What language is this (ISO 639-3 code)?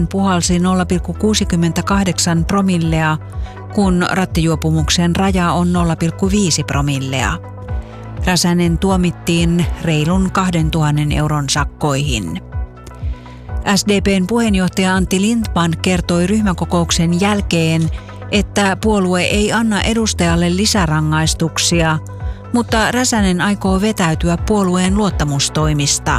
fin